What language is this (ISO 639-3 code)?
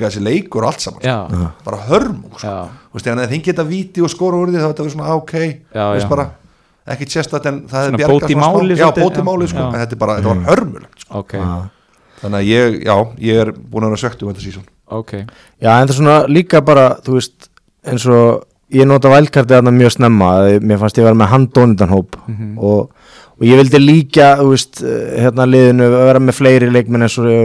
isl